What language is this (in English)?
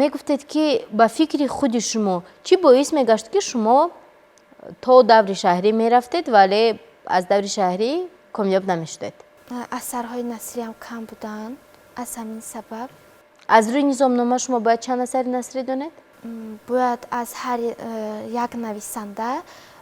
Tajik